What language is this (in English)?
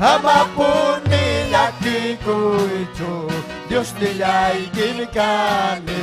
Ayacucho Quechua